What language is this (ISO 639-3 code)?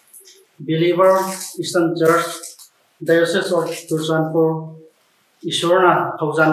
mni